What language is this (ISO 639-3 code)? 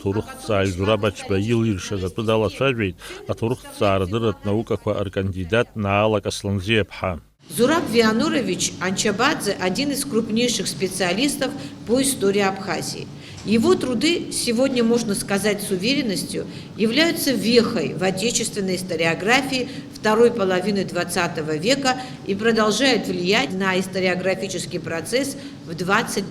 abk